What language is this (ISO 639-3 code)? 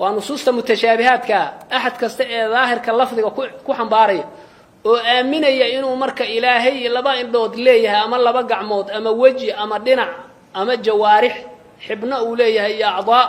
som